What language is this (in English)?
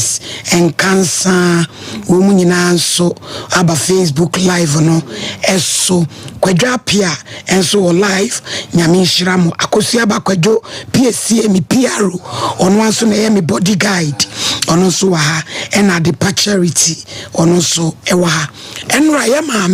Akan